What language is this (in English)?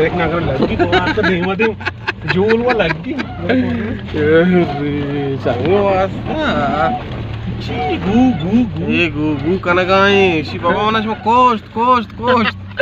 Baluchi